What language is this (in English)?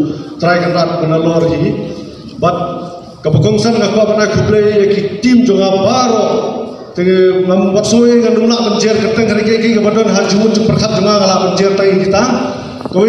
Khasi